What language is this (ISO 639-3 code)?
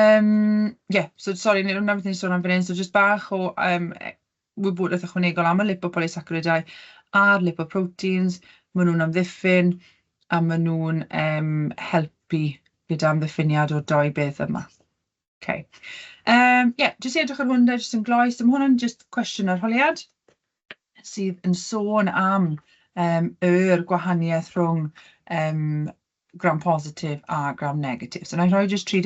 cym